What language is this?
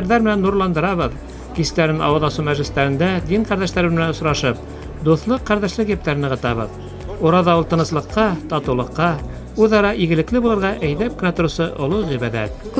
Bashkir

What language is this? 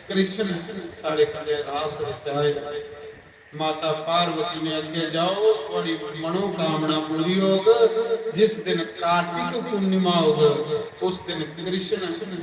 Dogri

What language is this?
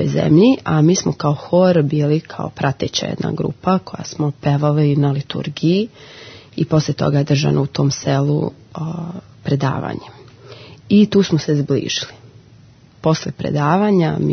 Serbian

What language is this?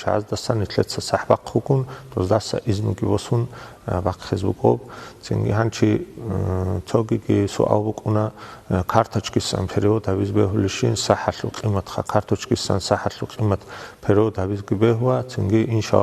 Avaric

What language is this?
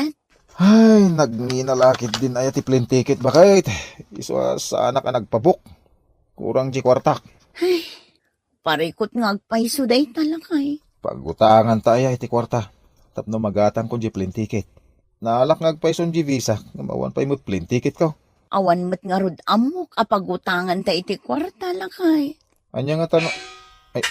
Iloko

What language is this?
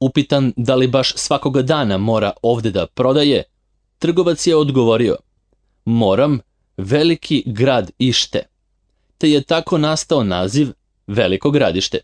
Serbian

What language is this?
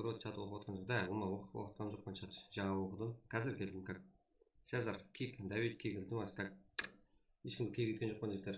Kara-Kalpak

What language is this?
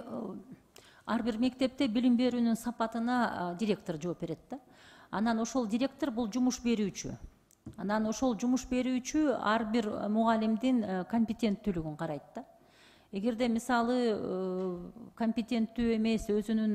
Kyrgyz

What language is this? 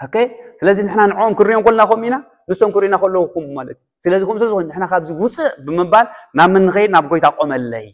Tigrinya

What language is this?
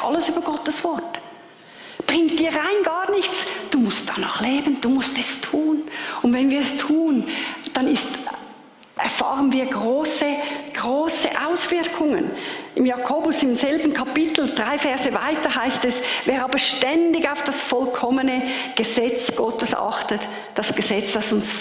Swiss German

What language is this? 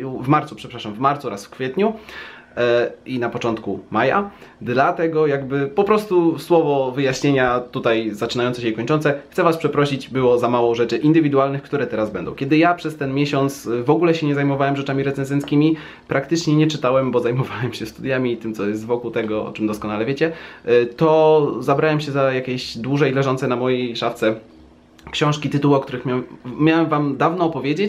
Polish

